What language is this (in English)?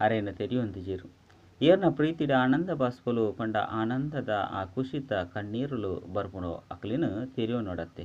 Tulu